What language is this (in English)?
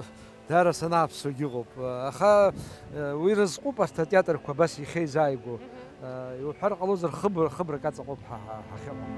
Abkhazian